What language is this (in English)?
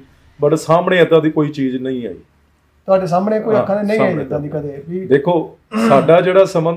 Punjabi